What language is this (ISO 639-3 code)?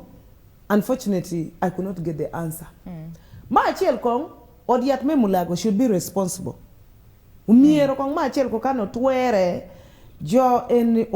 ach